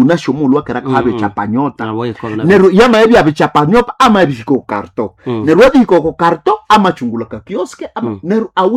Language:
Nande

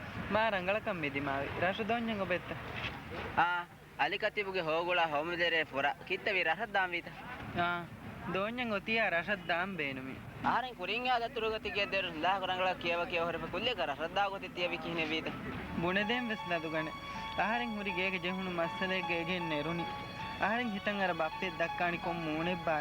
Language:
Divehi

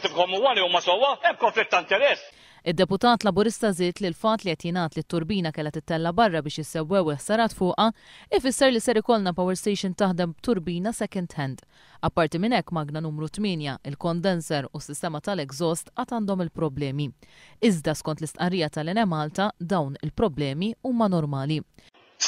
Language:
Maltese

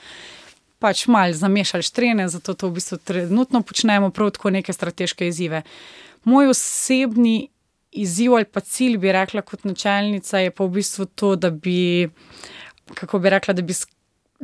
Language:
Slovenian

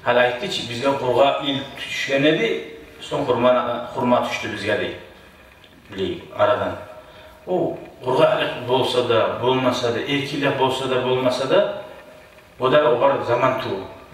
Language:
Kumyk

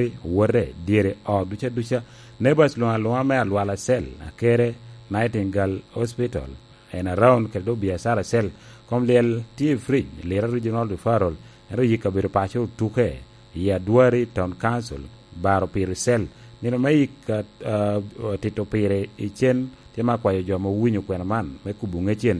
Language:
Lango (Uganda)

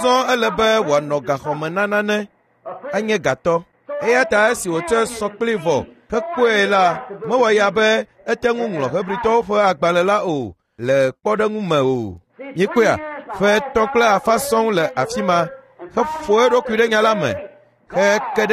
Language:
Ewe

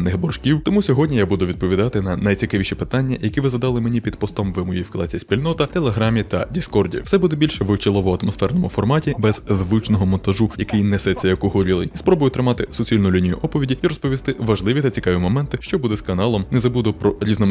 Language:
Ukrainian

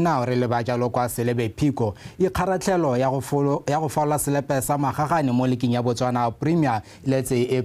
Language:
Tswana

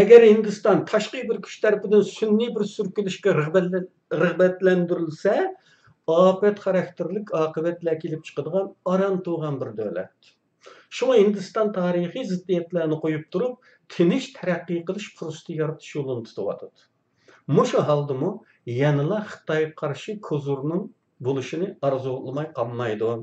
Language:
Uyghur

